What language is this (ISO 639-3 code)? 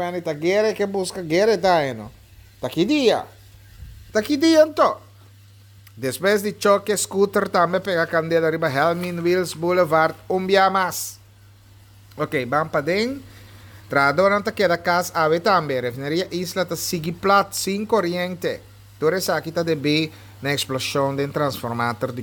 pap